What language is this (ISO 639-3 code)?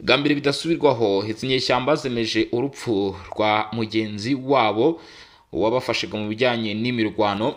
kin